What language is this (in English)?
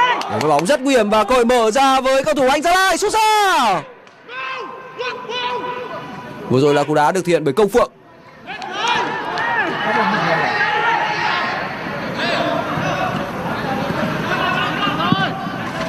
Vietnamese